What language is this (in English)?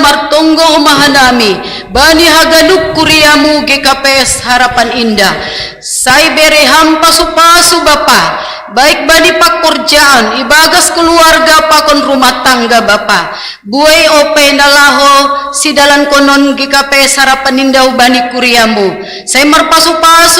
Batak Simalungun